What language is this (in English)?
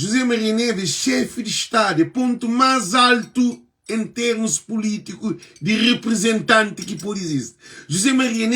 Kabuverdianu